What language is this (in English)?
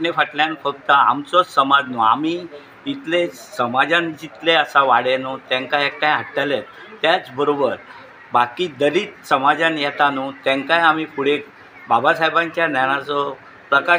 Konkani